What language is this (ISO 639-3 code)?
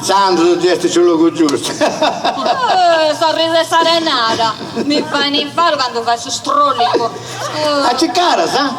srd